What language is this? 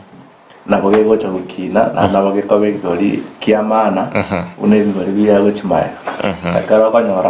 Gusii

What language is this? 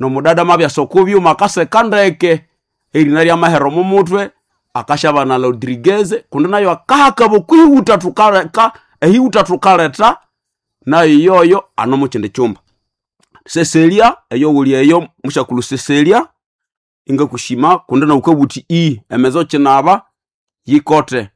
Nande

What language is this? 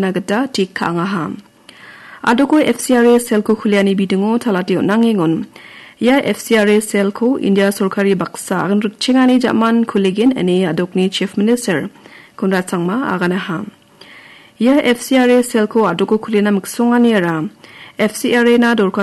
Garo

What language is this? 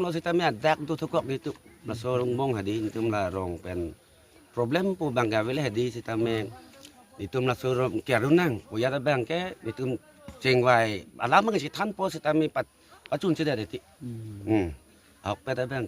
Karbi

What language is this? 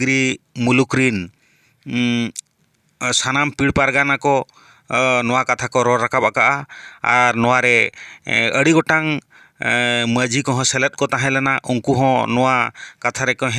Santali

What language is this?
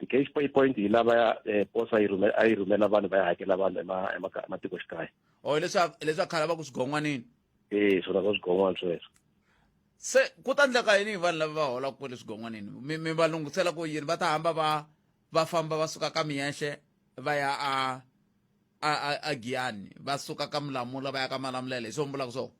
Tsonga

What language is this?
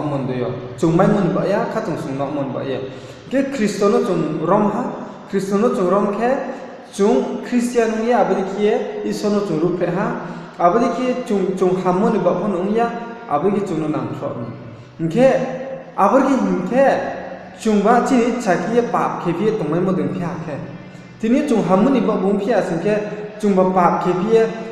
Riang (India)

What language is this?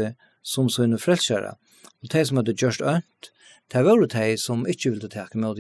Faroese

